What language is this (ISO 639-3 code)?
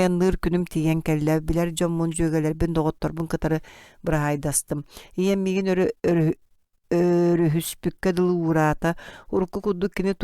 sah